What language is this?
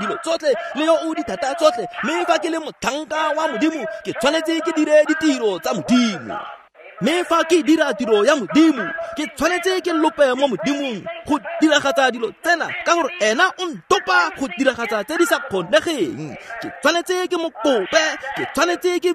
Tswana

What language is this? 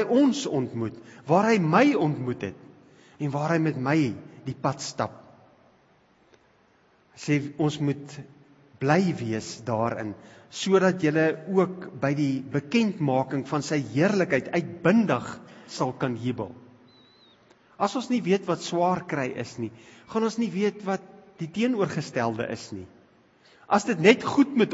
Afrikaans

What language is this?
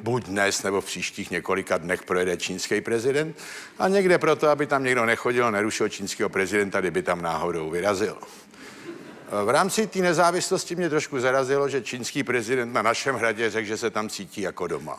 Czech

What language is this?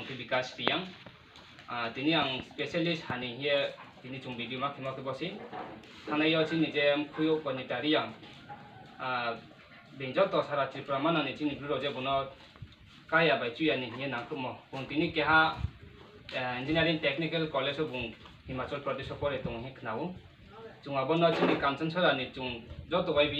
Riang (India)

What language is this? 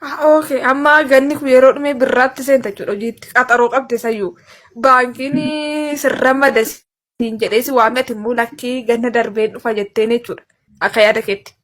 Oromo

